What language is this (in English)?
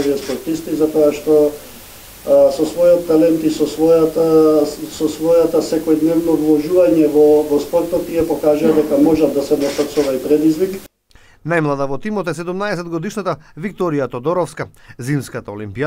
Macedonian